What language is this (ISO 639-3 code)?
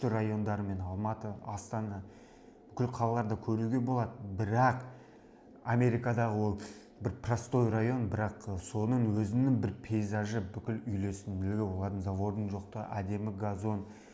kaz